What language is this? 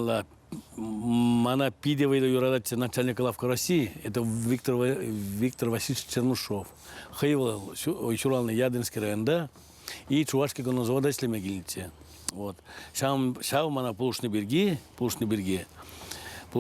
Chuvash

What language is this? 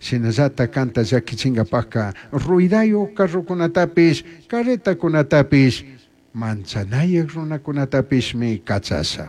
Chimborazo Highland Quichua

